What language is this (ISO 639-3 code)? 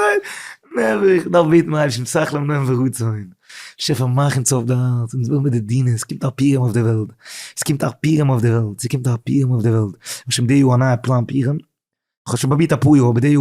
yid